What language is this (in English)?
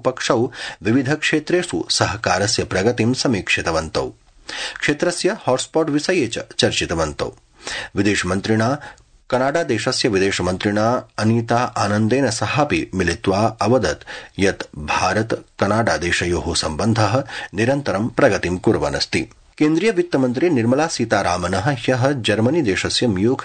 Sanskrit